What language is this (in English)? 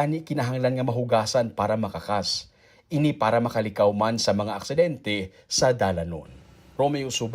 Hiligaynon